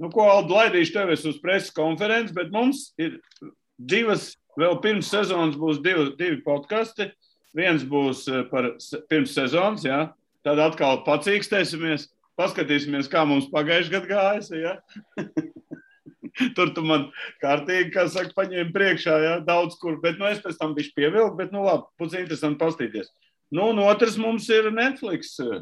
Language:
Latvian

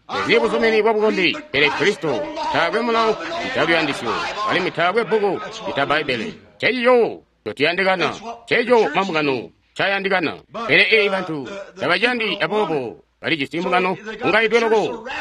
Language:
Tonga (Zambia)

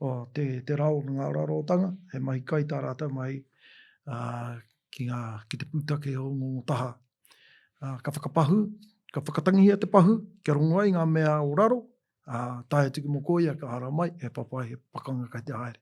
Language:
Māori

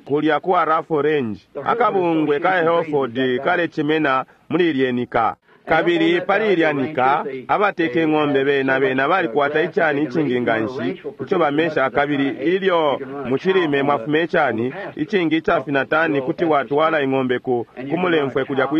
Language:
Bemba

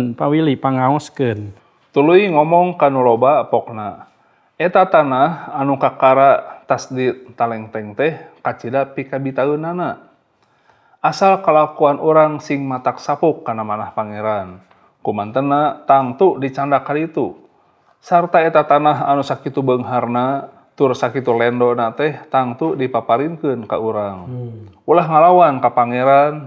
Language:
Sundanese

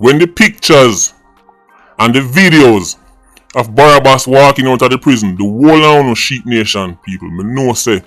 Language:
Jamaican Creole English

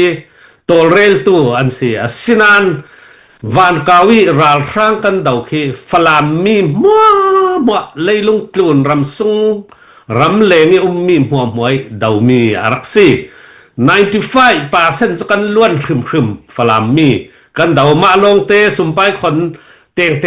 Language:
Falam Chin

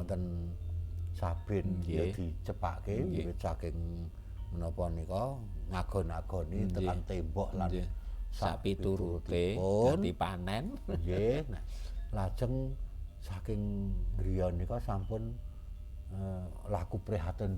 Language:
Javanese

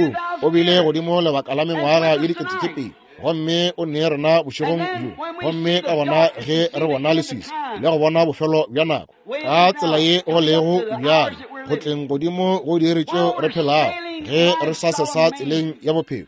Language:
Northern Sotho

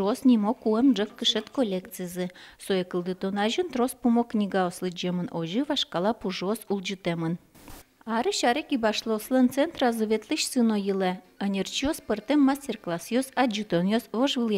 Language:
Udmurt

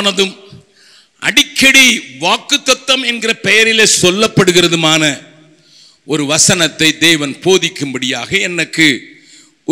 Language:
Tamil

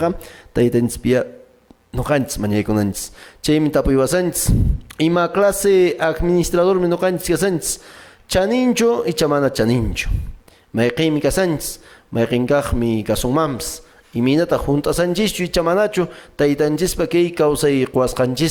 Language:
Quechua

